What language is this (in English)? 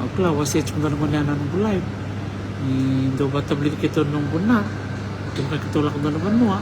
Fijian